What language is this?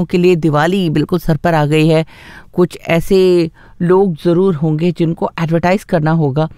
Hindi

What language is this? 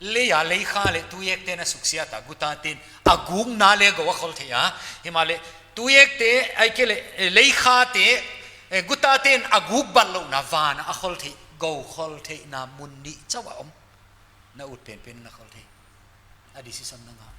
Paite Chin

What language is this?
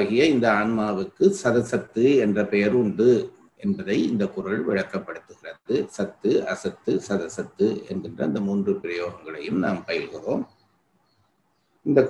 Tamil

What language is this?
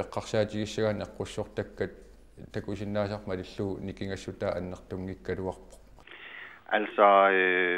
Kalaallisut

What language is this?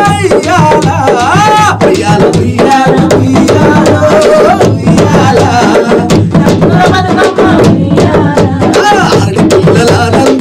Telugu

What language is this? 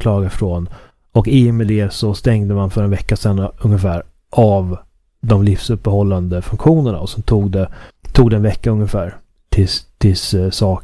Swedish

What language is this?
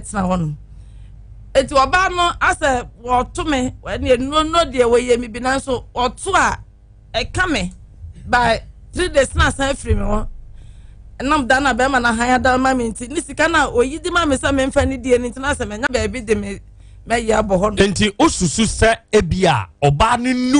Akan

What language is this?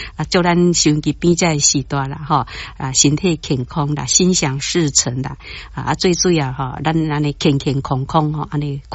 Min Nan Chinese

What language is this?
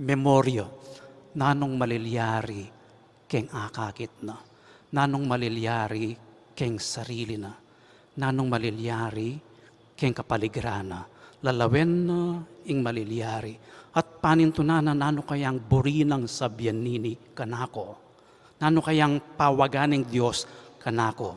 Pampanga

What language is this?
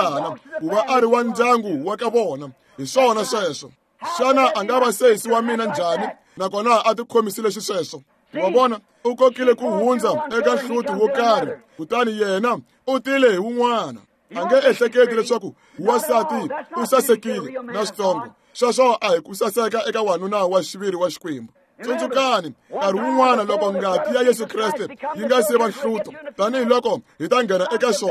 Tsonga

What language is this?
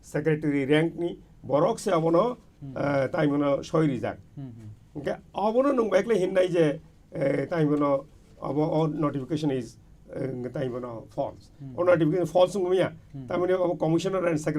Kok Borok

